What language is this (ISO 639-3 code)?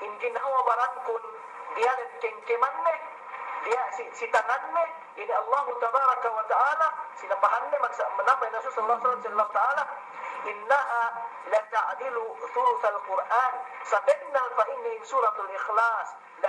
yka